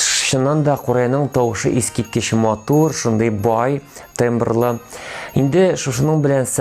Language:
Tatar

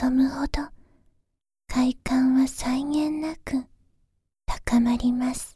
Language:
Japanese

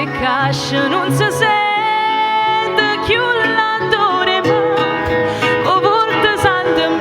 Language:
Neapolitan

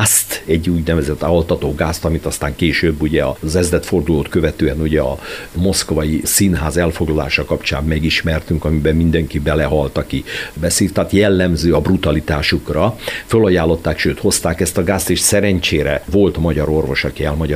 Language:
Hungarian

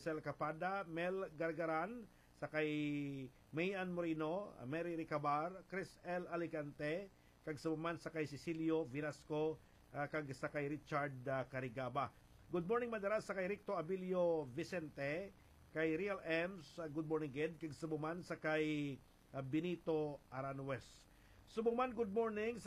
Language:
Hiligaynon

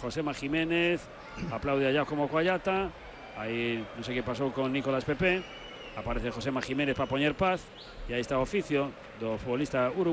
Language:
Galician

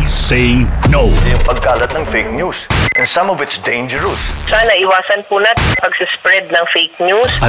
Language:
Filipino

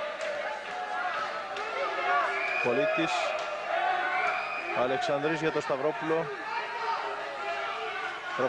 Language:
Greek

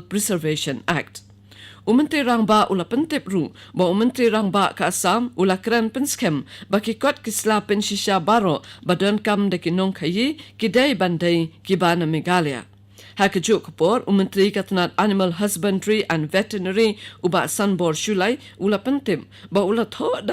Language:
Khasi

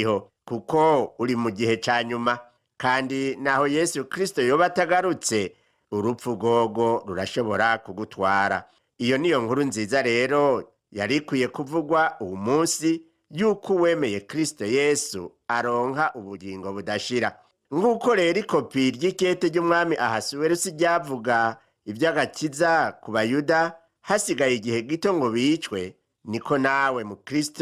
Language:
Rundi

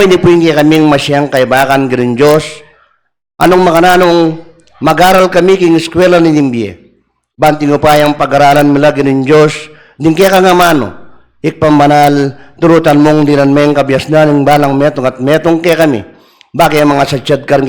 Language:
Pampanga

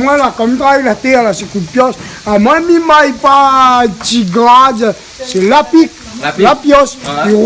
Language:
Réunion Creole French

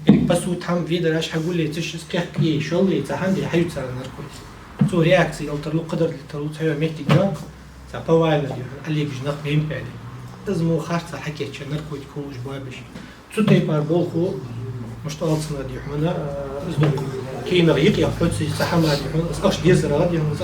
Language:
Ingush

